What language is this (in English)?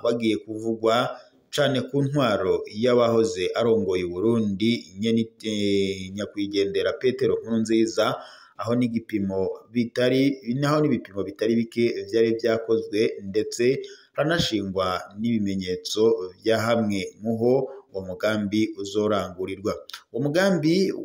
Rundi